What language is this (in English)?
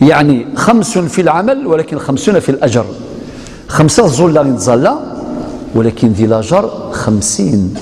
Algerian Arabic